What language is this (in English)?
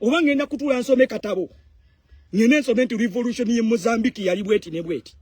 Ganda